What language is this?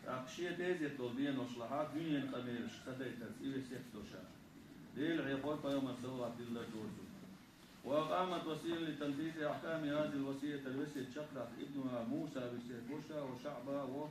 Chechen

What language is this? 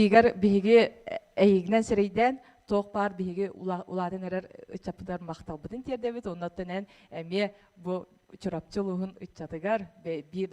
Yakut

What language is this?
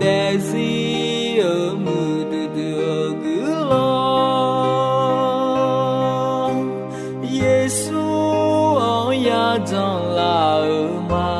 Akha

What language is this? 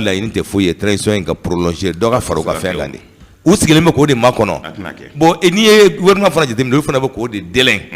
Bambara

